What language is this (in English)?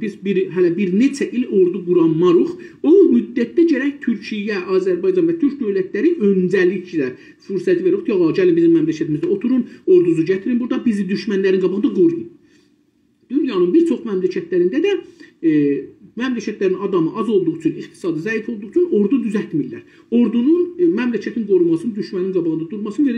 South Azerbaijani